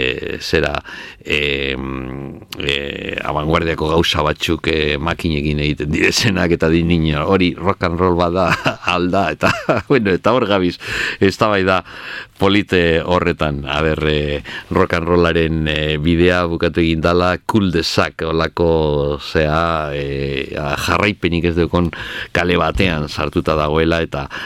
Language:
Basque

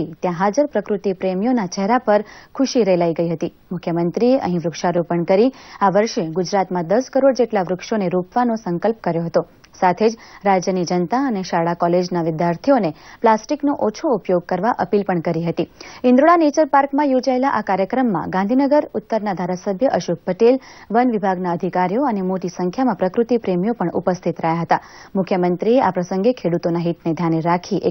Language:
Gujarati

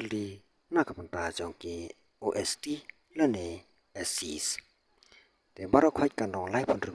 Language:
Khasi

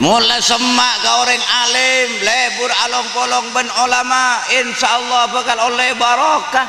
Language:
Madurese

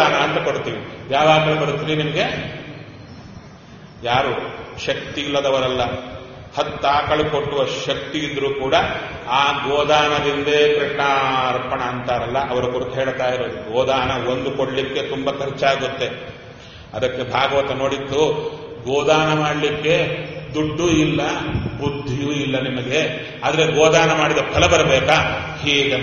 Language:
Kannada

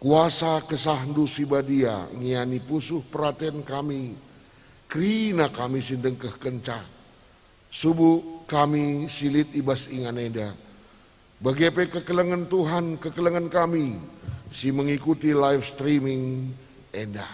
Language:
Batak Karo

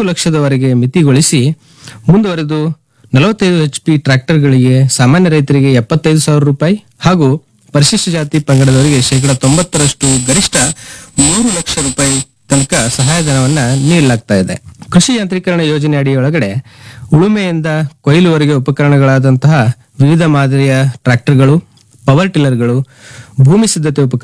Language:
Kannada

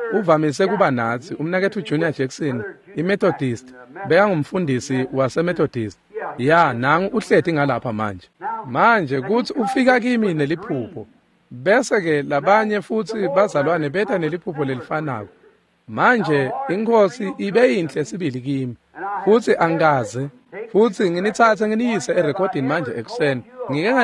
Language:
Swati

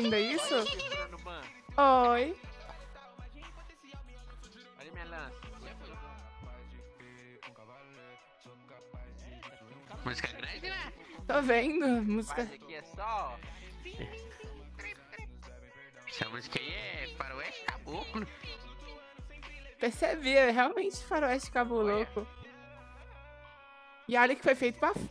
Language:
Portuguese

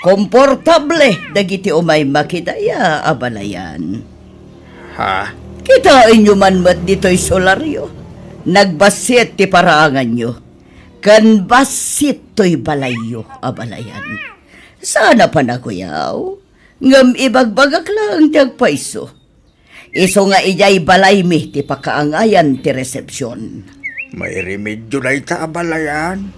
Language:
Iloko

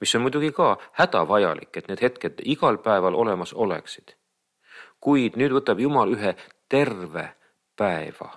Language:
Estonian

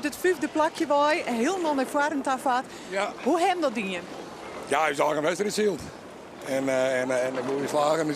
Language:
Western Frisian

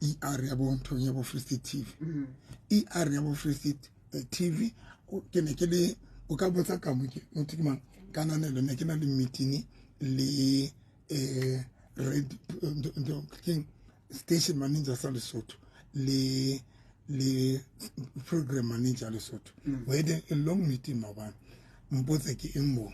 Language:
Southern Sotho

